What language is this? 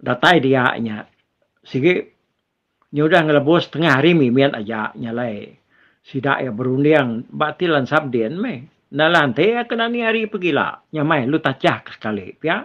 Iban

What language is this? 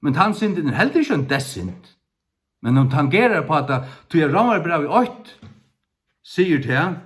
Faroese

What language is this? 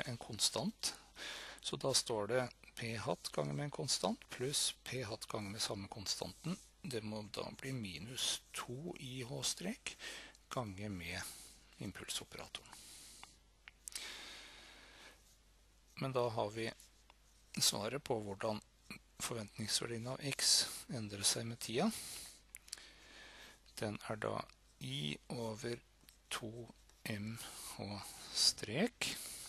Norwegian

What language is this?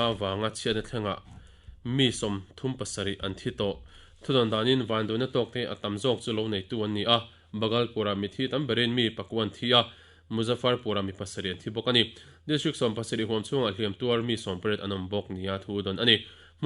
Mizo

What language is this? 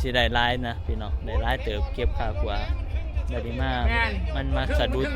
Northeastern Thai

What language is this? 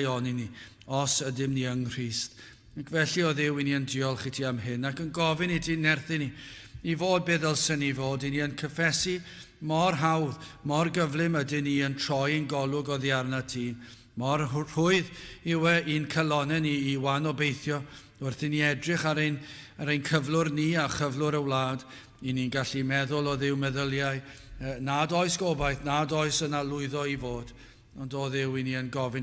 Welsh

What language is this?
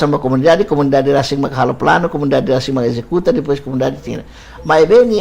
Tetum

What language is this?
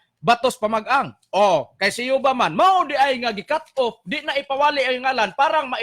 Cebuano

